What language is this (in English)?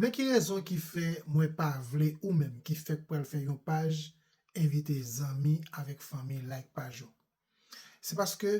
Haitian Creole